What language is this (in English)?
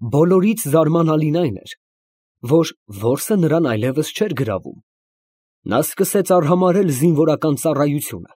Armenian